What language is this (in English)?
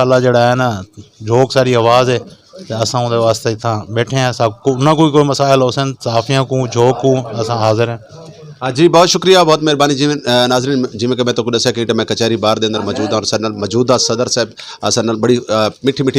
Saraiki